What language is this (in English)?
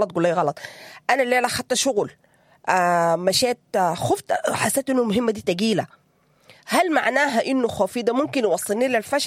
Sudanese Arabic